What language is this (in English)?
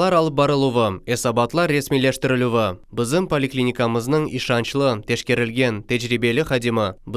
Crimean Tatar